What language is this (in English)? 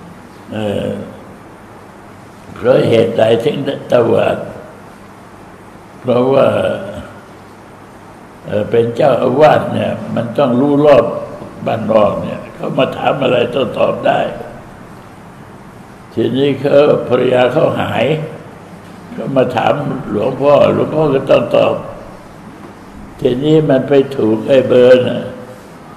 Thai